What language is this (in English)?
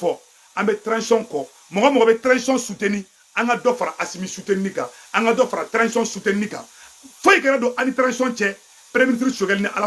Bambara